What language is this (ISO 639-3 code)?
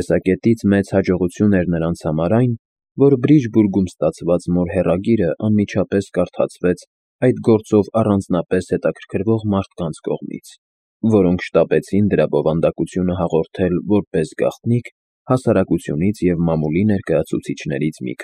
hye